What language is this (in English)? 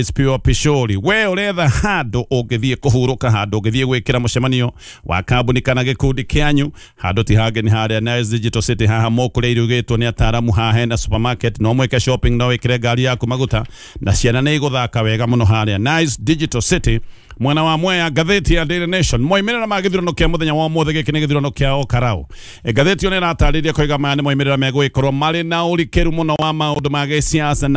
Kikuyu